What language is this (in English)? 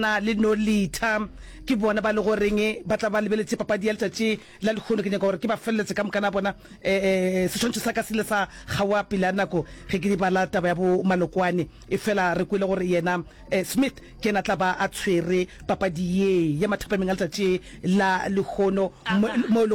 Northern Sotho